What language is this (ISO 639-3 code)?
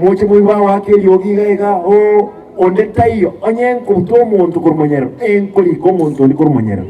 guz